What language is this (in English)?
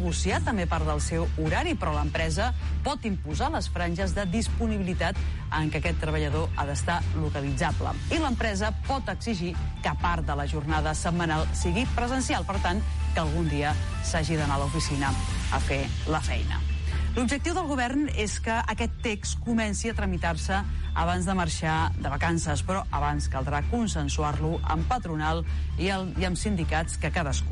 Catalan